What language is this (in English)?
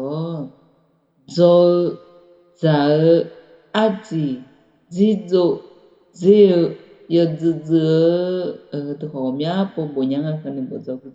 Akha